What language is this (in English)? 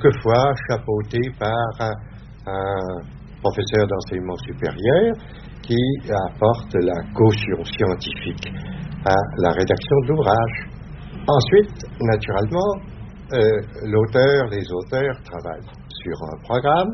French